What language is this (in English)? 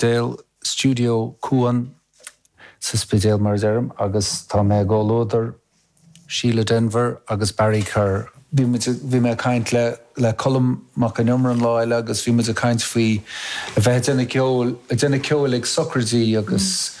Irish